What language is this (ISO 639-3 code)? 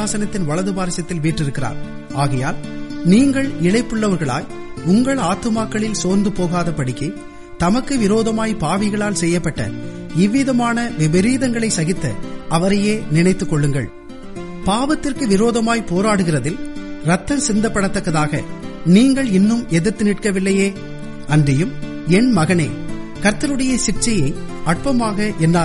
tam